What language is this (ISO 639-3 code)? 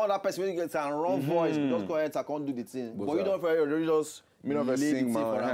pcm